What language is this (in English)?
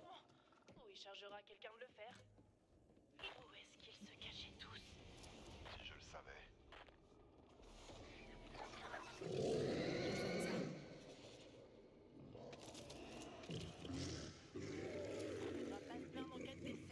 French